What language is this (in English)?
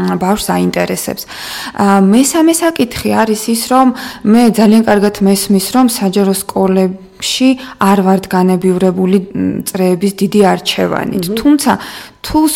Georgian